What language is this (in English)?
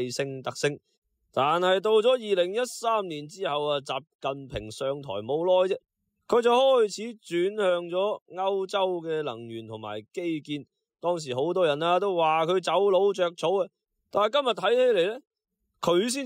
Cantonese